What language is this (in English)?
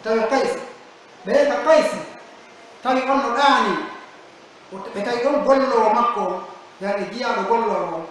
Pular